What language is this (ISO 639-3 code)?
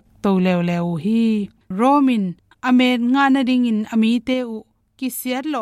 ctd